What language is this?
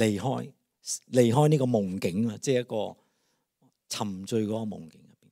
Cantonese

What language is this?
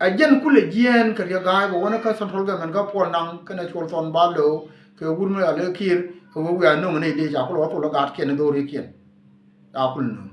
Nuer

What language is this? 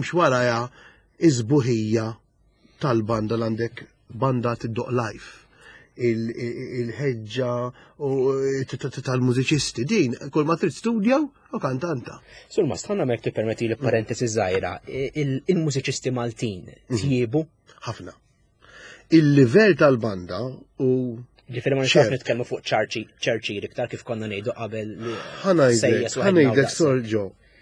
Maltese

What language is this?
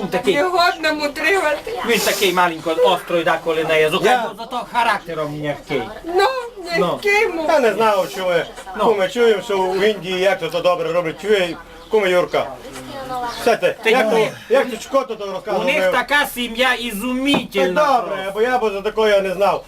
Rusyn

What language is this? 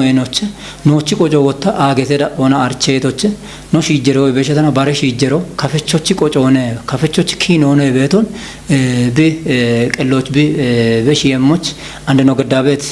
Kafa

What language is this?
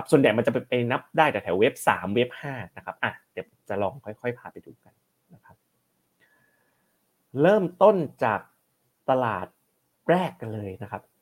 Thai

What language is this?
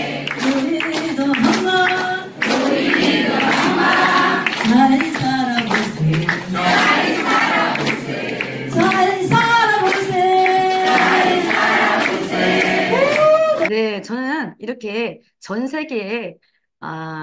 Korean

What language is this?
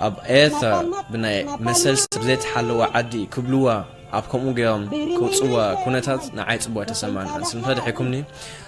Tigrinya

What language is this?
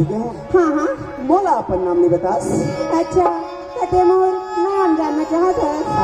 Chhattisgarhi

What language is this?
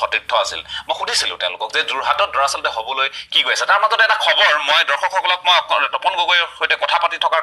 Assamese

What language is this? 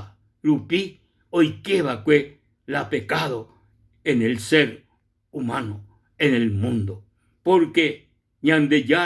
Guarani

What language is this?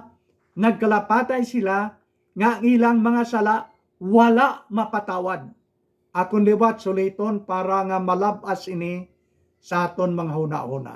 Hiligaynon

